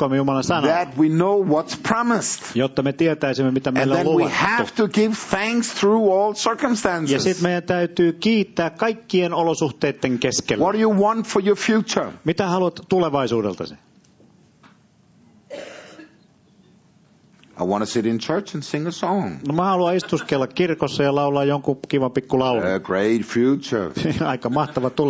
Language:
Finnish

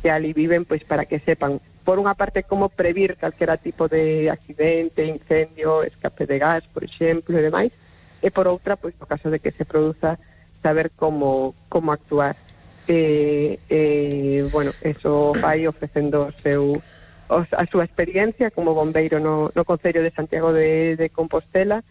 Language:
Galician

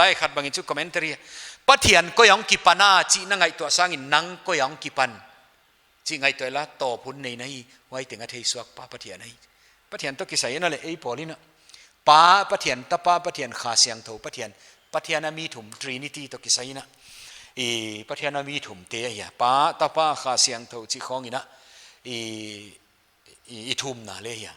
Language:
Paite Chin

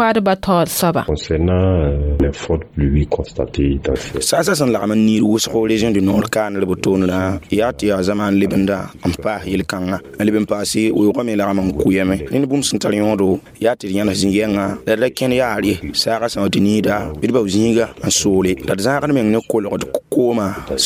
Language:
Mossi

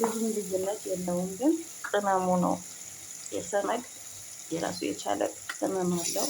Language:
Amharic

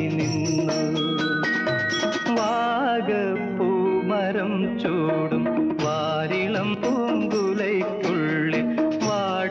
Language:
Malayalam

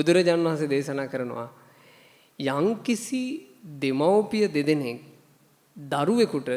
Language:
Sinhala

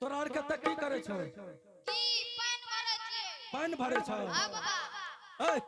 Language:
Angika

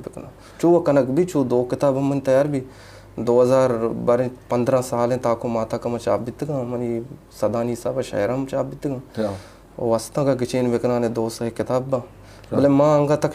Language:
Eastern Balochi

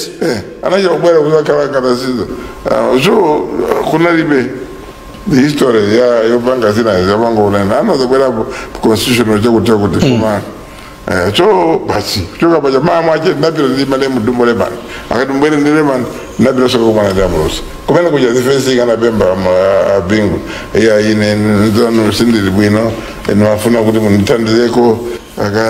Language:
Nyanja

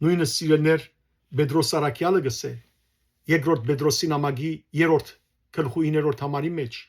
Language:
Western Armenian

